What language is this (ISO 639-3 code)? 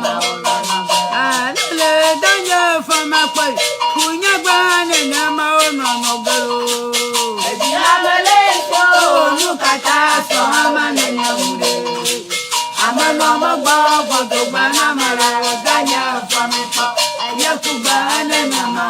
ewe